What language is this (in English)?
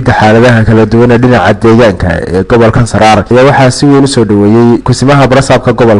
Somali